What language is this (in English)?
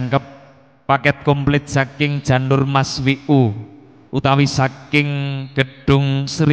Javanese